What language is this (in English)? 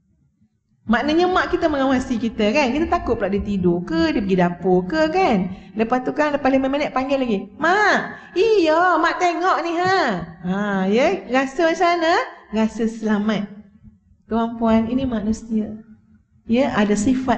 Malay